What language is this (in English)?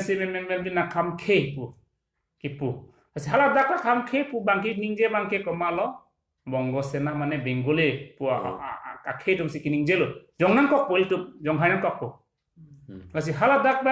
Karbi